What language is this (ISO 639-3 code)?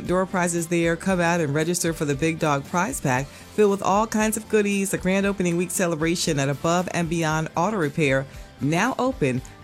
eng